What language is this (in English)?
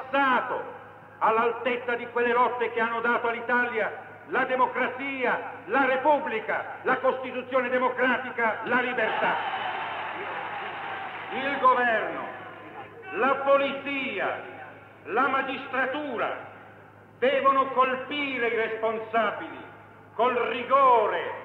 Italian